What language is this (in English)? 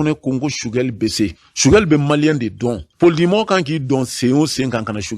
Bambara